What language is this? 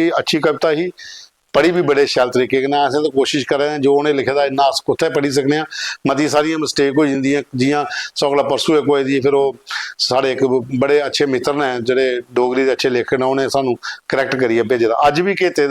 Dogri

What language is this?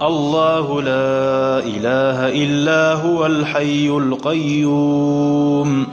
Kumyk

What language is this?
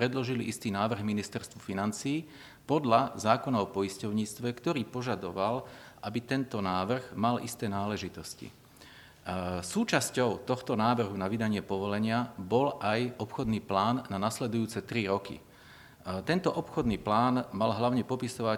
Slovak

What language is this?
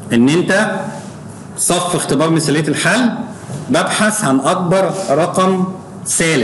Egyptian Arabic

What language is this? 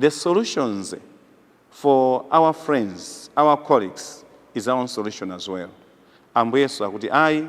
Nyanja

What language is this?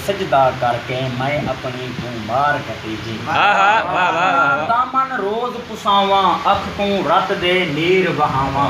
Saraiki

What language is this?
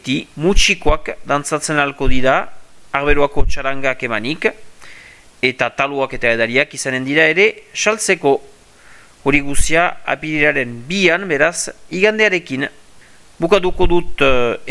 Basque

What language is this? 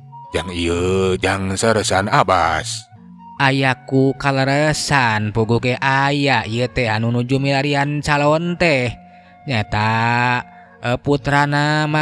Sundanese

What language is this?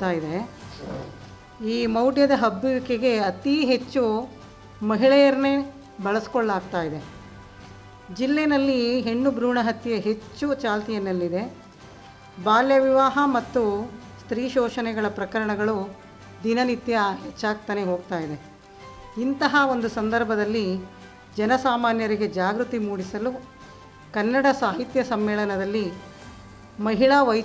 Kannada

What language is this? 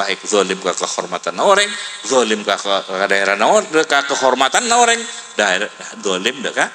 Madurese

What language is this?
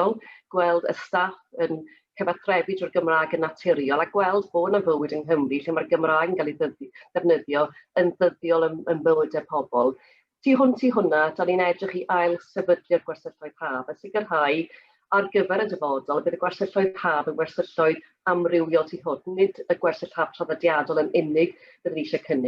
Welsh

